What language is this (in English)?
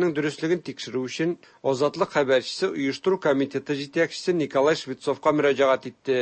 Tatar